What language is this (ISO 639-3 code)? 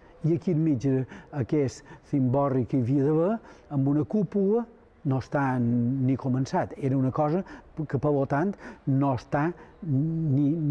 cat